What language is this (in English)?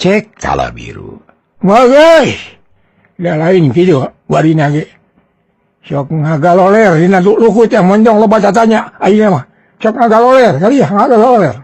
Sundanese